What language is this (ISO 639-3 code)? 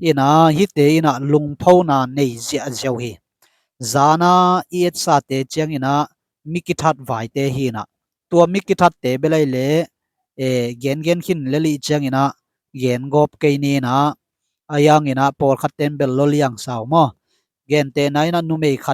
ctd